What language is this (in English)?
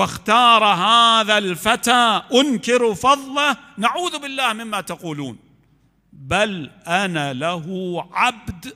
Mesopotamian Arabic